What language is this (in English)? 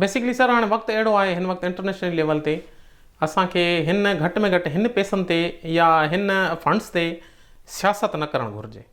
Sindhi